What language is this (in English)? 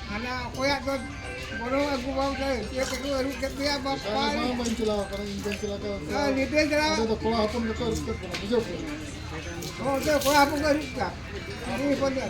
Santali